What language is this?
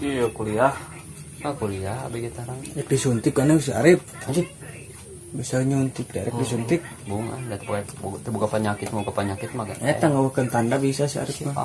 Sundanese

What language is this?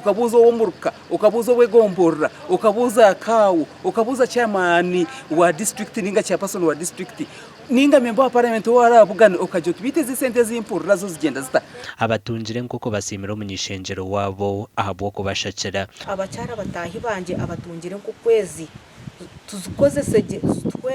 Nyankole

